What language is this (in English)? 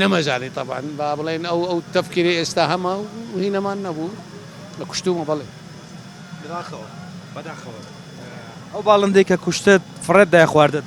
Central Kurdish